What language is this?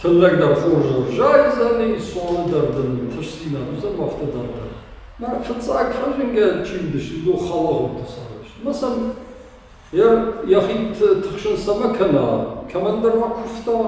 Ossetic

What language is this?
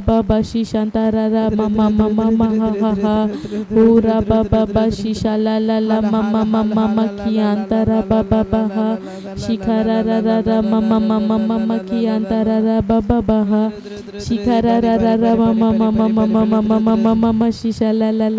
Tem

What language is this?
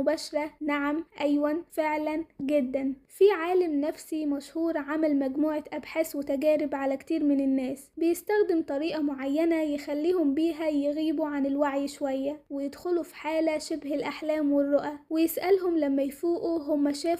Egyptian Arabic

